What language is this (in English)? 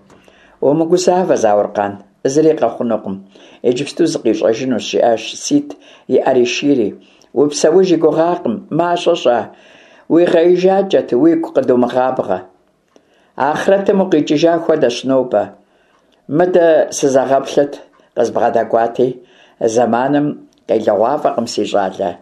Kabardian